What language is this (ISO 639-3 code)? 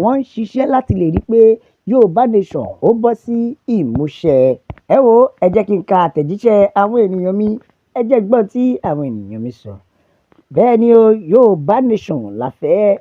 yor